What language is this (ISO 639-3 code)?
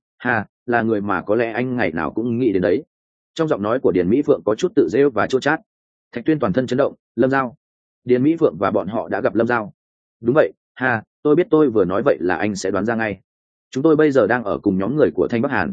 vie